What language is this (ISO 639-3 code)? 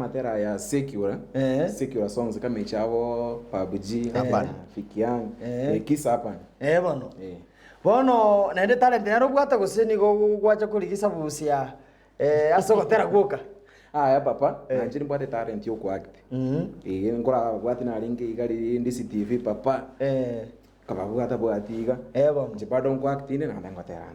guz